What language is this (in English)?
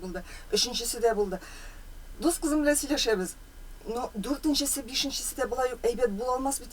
Tatar